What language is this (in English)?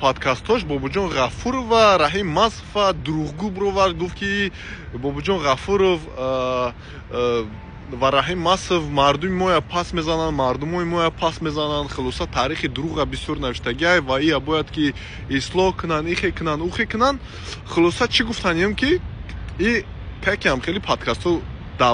Tajik